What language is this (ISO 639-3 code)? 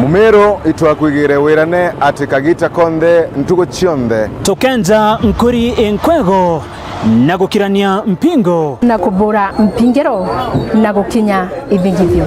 mer